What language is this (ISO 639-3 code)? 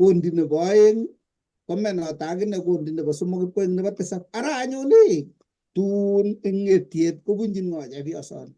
kln